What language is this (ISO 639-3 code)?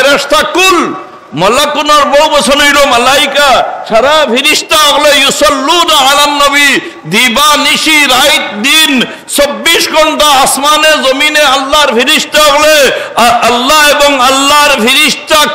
syl